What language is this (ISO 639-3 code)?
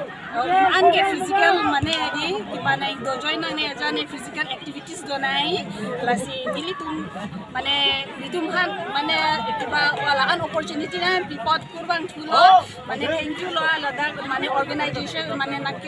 mjw